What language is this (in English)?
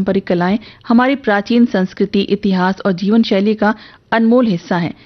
Hindi